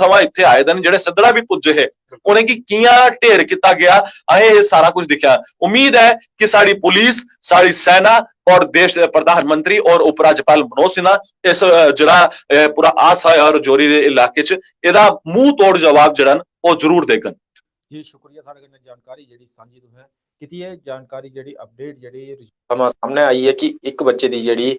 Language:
Dogri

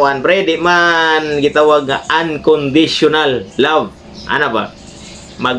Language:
Cebuano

